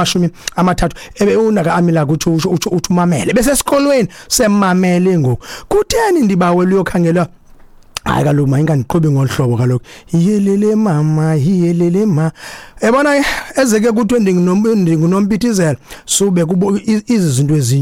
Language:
Xhosa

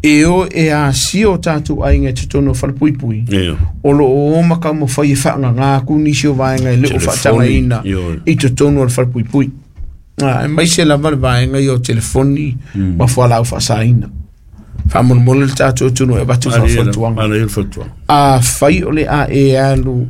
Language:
Samoan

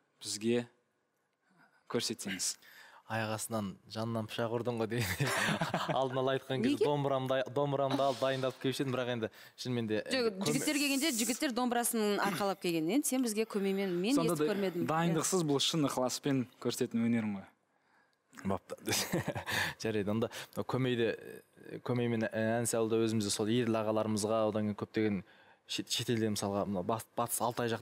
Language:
Kazakh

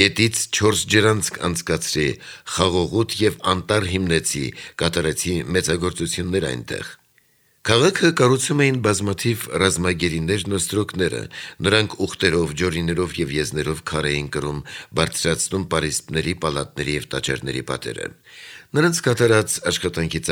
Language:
Armenian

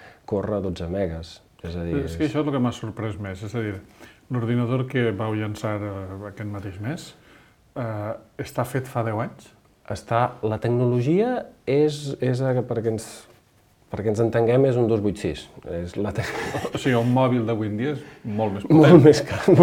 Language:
Catalan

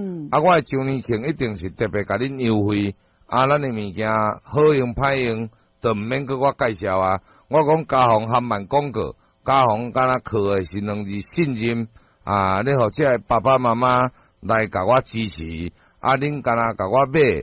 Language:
Min Nan Chinese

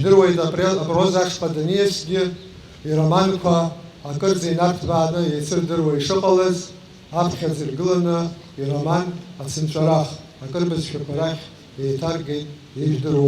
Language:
Abkhazian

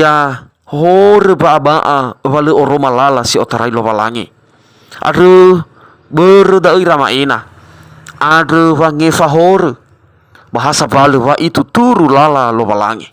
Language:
Nias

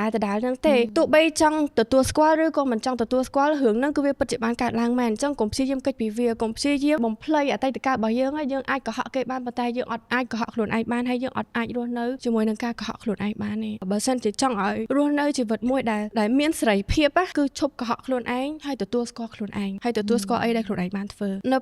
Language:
Khmer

